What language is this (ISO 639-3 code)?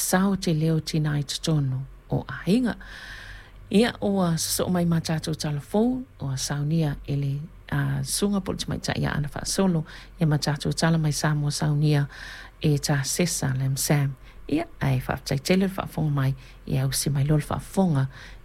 smo